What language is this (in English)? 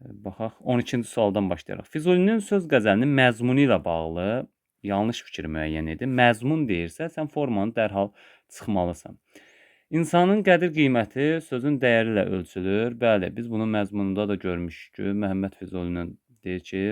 Azerbaijani